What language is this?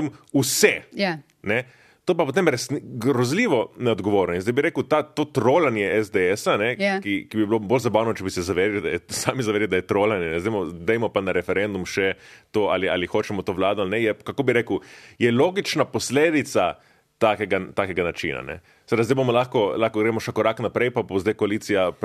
Slovenian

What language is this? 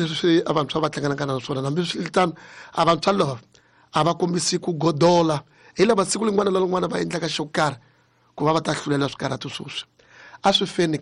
Tsonga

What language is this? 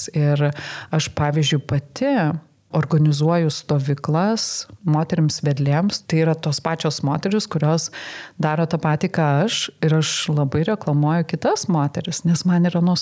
Lithuanian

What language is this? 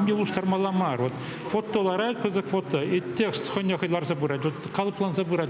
Chuvash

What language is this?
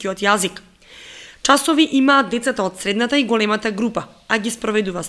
Macedonian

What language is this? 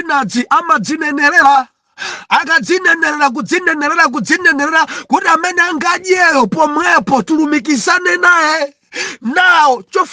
Nyanja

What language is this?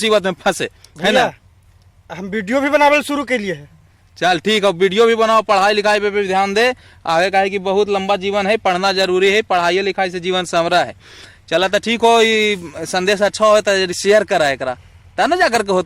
Magahi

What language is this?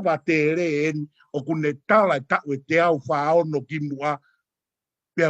Tongan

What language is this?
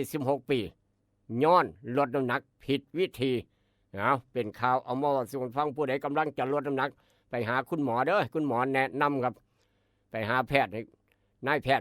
Northeastern Thai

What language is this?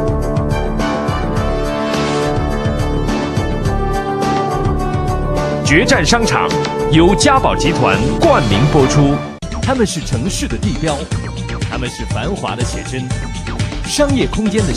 Chinese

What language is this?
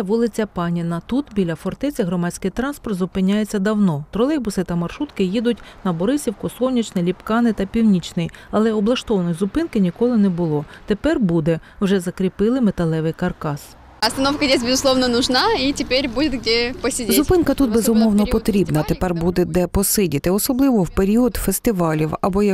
Ukrainian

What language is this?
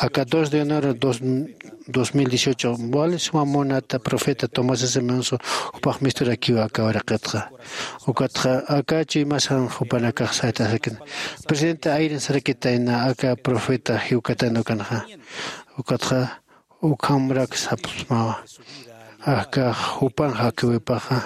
Aymara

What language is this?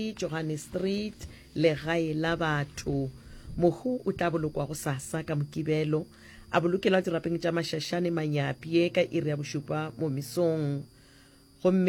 Northern Sotho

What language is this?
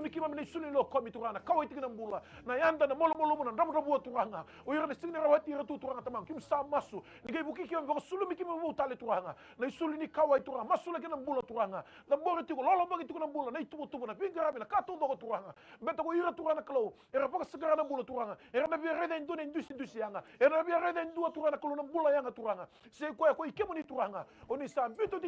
Fijian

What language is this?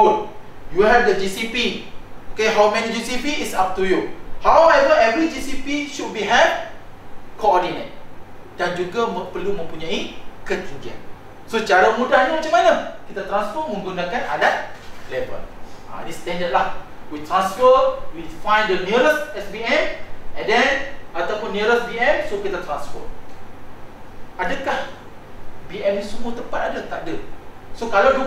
Malay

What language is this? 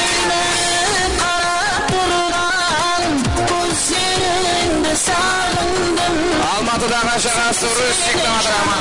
Kara-Kalpak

